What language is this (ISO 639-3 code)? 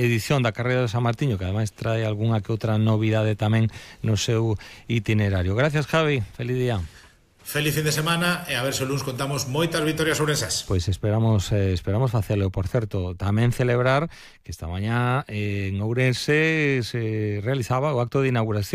glg